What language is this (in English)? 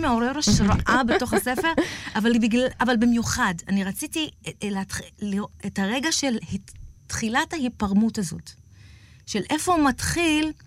Hebrew